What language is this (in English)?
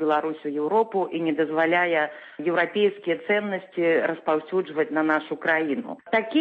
Belarusian